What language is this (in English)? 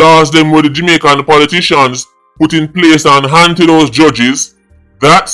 Jamaican Creole English